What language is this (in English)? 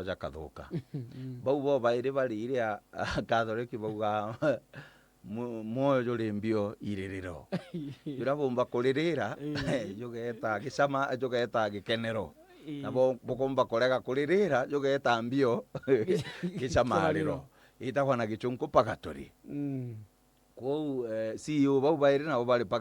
Meru